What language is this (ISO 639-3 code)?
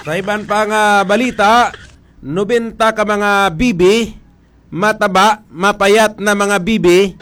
hil